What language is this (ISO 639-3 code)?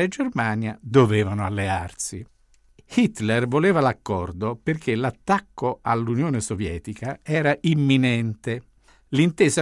ita